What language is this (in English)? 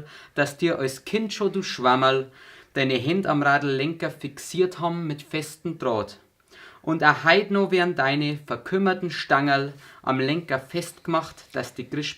Bavarian